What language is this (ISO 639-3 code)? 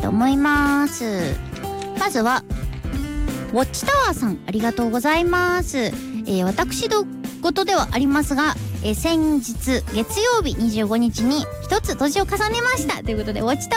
jpn